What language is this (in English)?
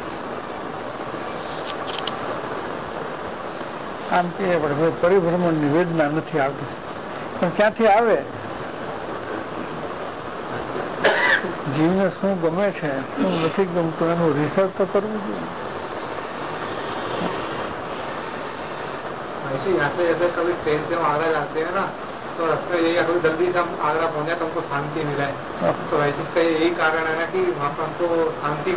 Gujarati